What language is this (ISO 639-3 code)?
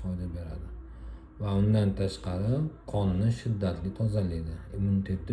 uzb